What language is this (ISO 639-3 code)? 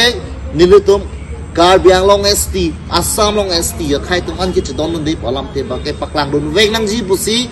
mjw